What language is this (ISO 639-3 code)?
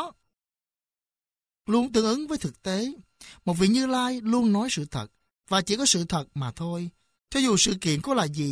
vie